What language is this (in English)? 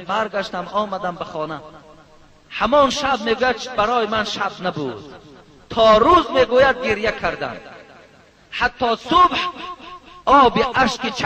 Tajik